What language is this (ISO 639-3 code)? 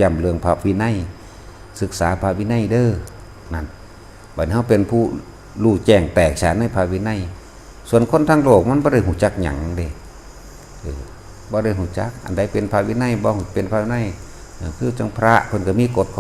tts